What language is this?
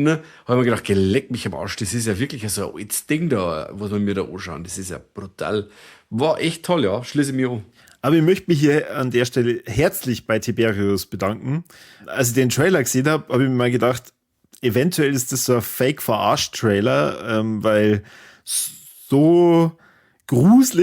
Bavarian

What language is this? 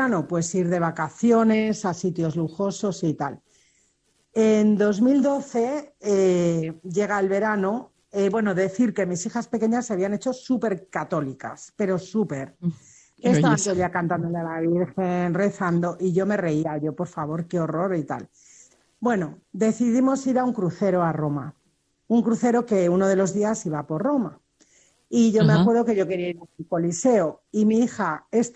Spanish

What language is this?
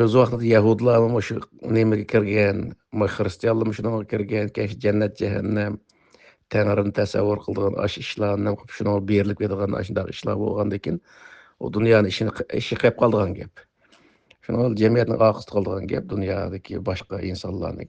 Uyghur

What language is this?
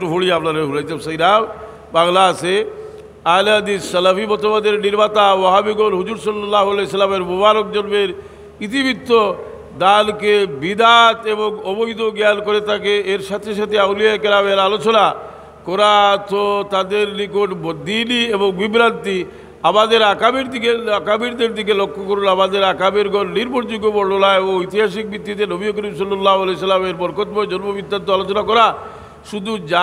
Sylheti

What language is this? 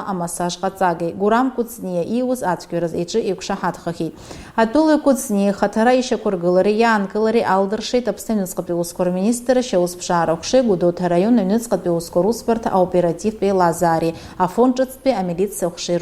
Abkhazian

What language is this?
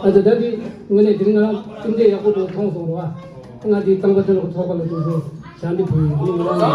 Tibetan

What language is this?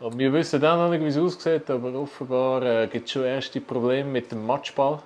Swiss German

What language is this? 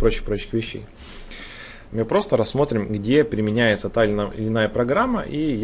Russian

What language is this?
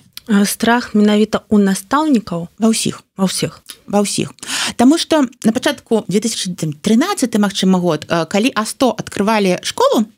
Belarusian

